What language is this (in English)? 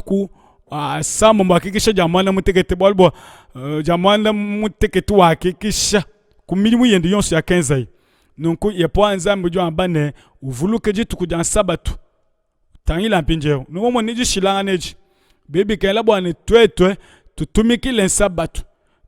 Luba-Lulua